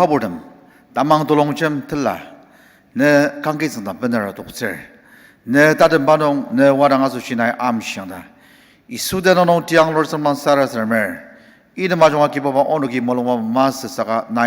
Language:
Ao Naga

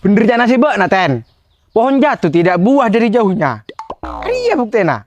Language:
Madurese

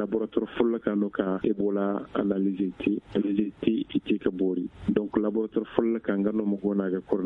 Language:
Zarma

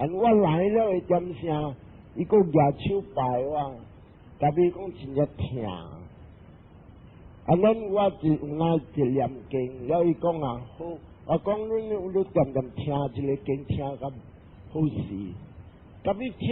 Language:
Min Nan Chinese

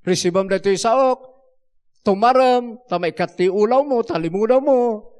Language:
Iloko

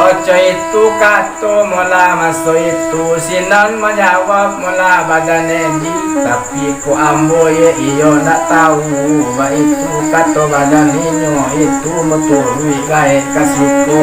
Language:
Minangkabau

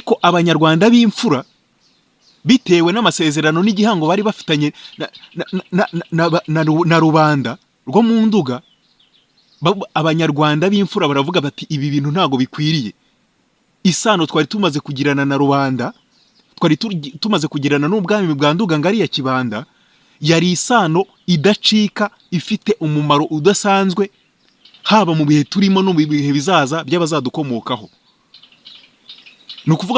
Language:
Kinyarwanda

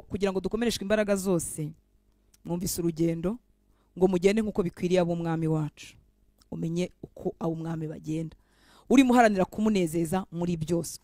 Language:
Kinyarwanda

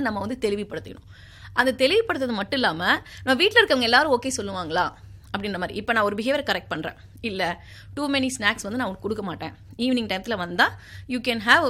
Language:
Tamil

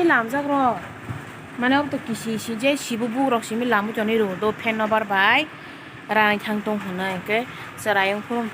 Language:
Kok Borok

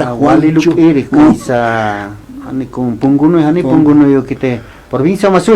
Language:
Aymara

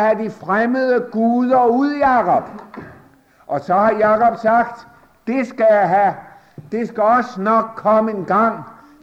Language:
Danish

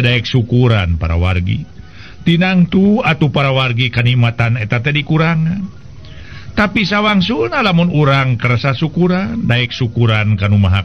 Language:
Sundanese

